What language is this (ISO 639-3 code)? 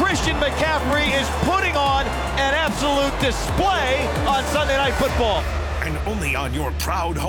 eng